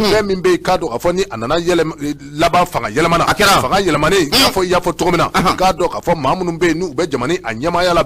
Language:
Bambara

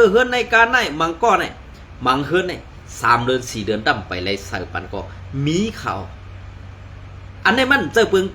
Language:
Shan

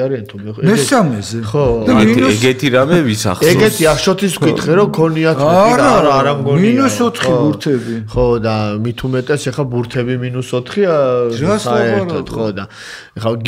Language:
Georgian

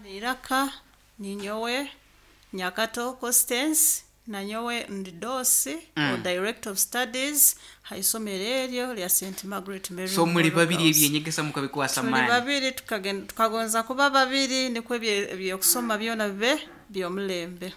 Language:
Nyankole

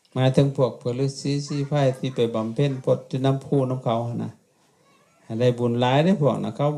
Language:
Lao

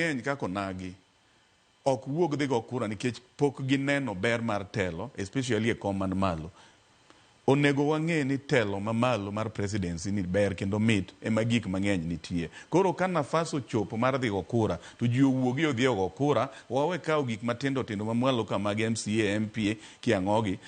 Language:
Luo (Kenya and Tanzania)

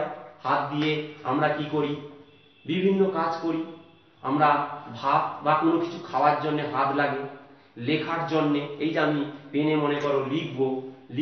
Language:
Bangla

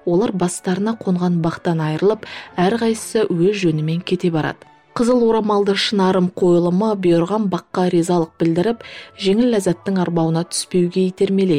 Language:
Kazakh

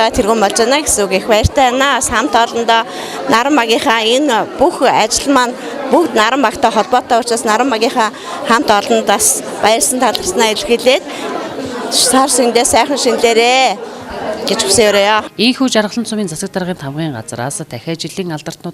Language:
Mongolian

